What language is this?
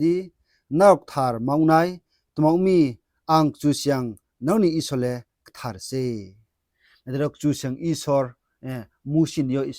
Riang (India)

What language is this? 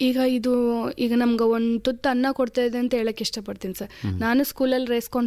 Kannada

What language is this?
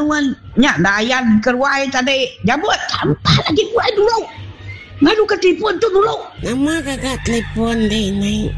Iban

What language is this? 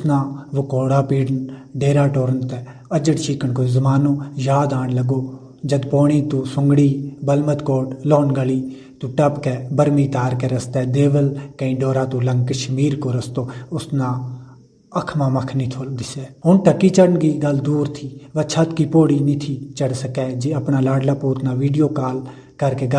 Gujari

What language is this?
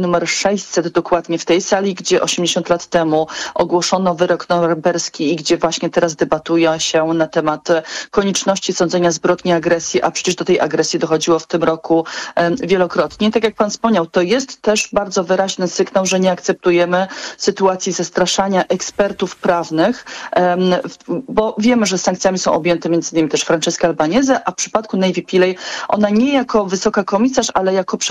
Polish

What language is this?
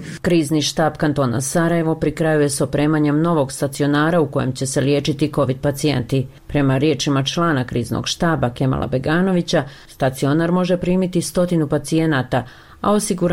Bosnian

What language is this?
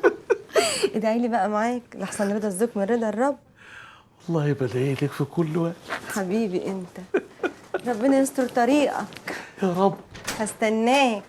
Egyptian Arabic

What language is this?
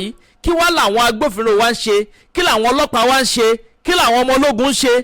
Yoruba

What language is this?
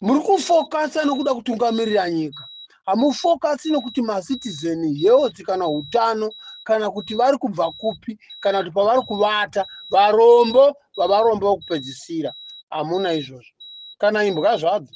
Shona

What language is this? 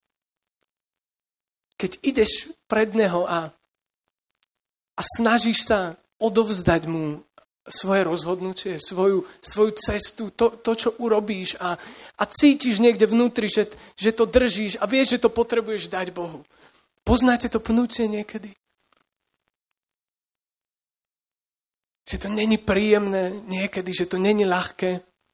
Slovak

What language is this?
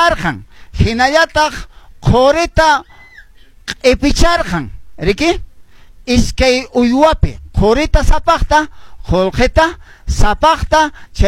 Quechua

